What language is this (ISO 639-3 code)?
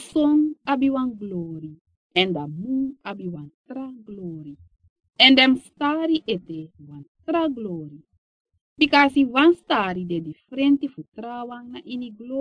srn